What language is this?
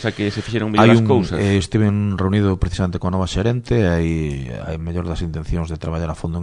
Galician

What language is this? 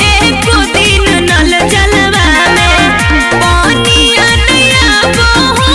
Magahi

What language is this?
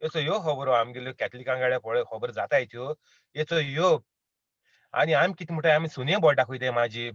Konkani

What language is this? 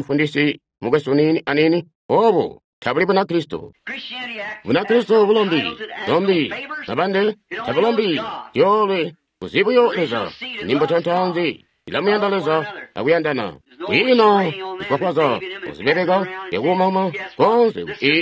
Tonga (Zambia)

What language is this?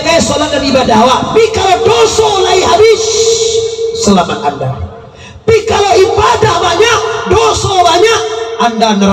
Minangkabau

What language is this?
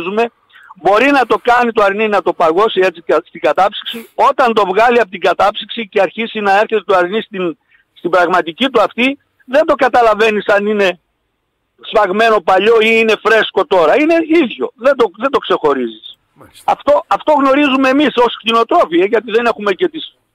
Greek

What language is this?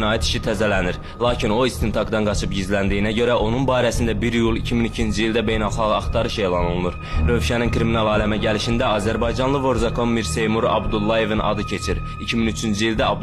Azerbaijani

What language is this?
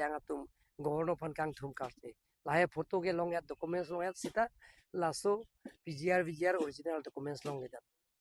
Karbi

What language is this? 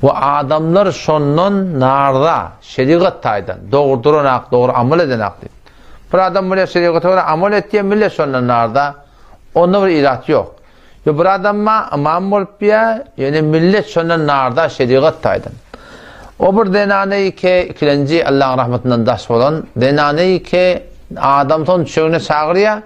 Turkmen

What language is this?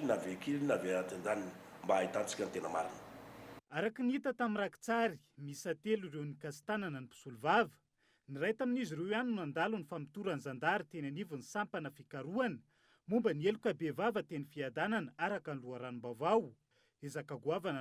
Malagasy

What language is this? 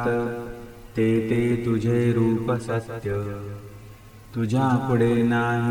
Marathi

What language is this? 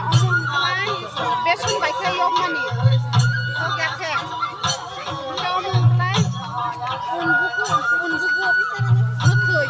Kok Borok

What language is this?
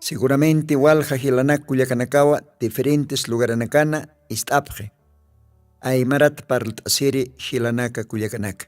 Aymara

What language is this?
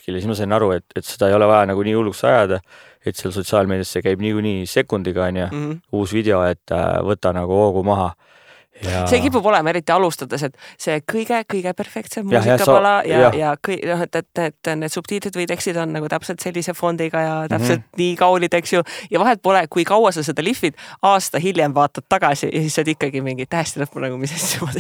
Estonian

